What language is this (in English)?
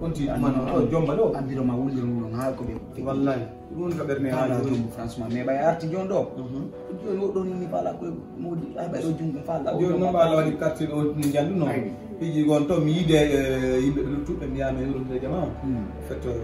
Fula